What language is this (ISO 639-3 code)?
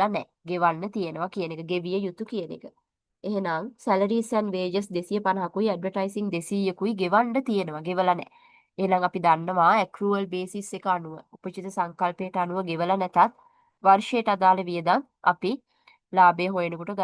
sin